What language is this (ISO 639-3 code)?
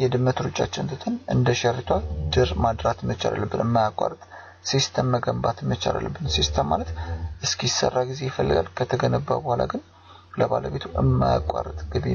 amh